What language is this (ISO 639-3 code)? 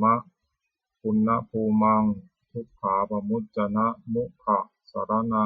pli